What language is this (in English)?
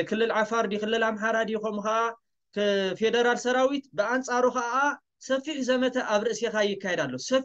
Tigrinya